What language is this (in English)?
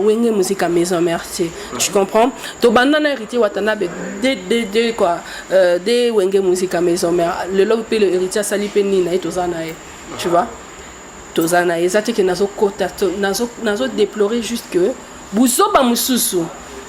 Lingala